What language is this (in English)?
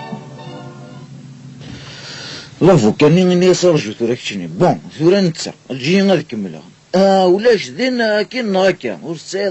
Kabyle